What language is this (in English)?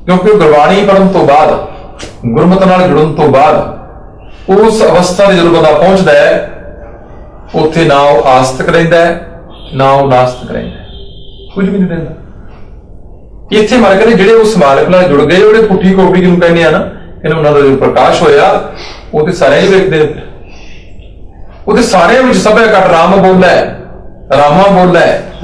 Punjabi